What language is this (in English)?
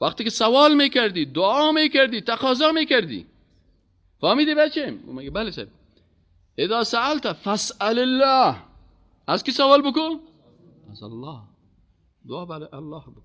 Persian